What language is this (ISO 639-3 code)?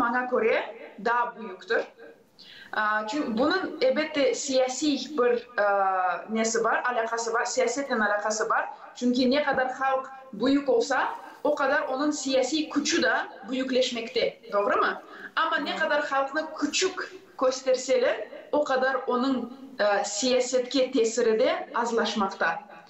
gag